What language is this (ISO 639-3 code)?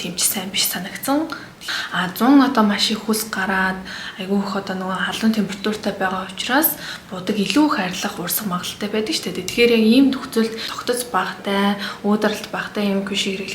mon